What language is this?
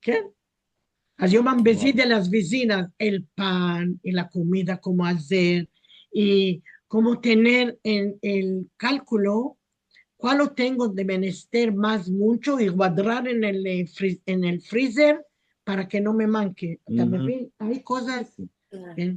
Ladino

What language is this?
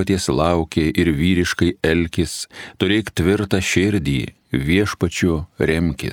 Lithuanian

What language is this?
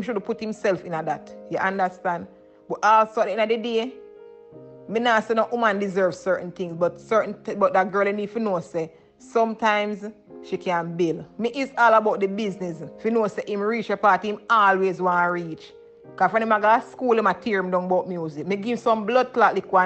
Jamaican Creole English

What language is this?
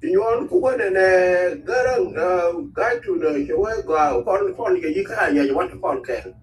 Nuer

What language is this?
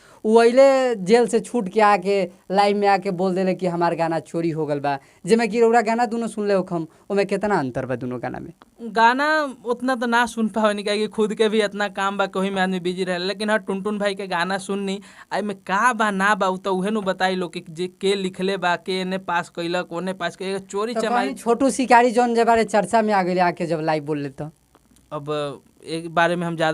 Bhojpuri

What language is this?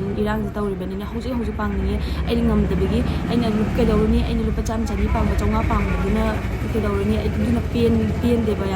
Manipuri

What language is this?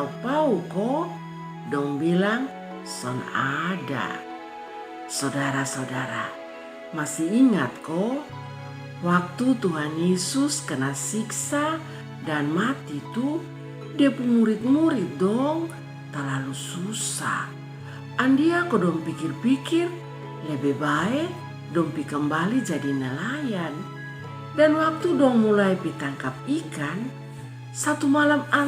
Kupang Malay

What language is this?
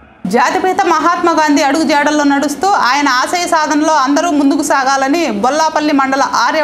Telugu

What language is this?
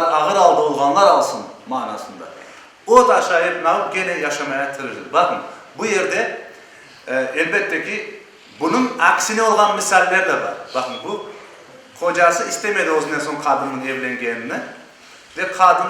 Crimean Tatar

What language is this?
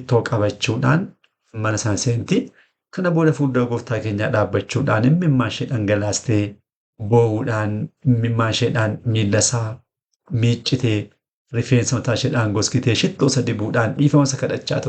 Oromo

